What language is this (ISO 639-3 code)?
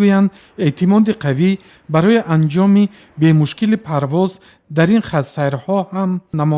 tgk